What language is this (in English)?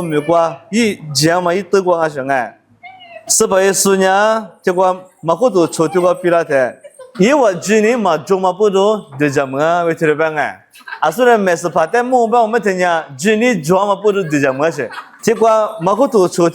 Lisu